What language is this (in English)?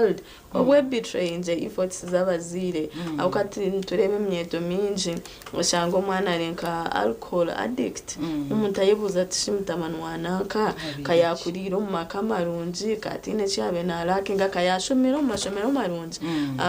Nyankole